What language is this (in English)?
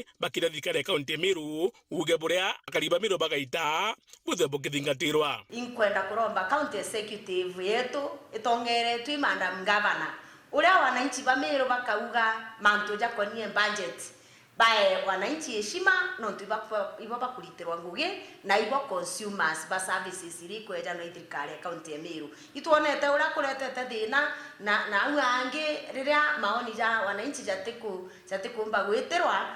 Meru